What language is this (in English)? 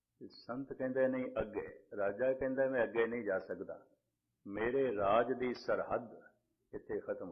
Punjabi